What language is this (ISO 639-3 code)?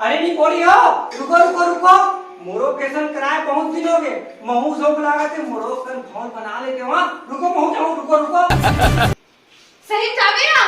hne